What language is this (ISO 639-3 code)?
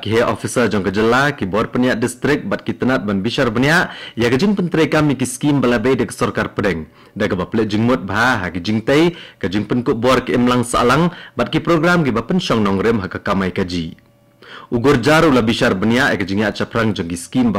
kha